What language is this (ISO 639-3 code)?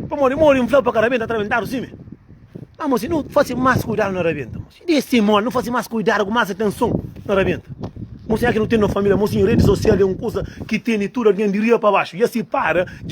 kea